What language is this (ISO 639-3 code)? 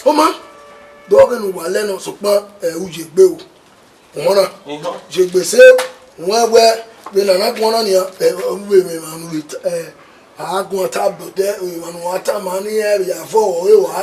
bin